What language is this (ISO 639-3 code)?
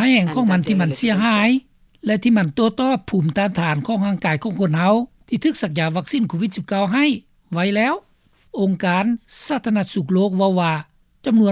lao